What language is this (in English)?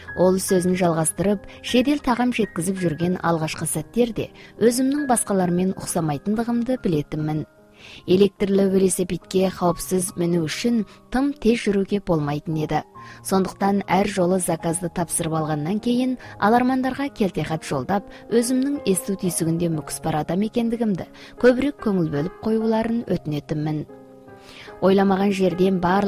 Kazakh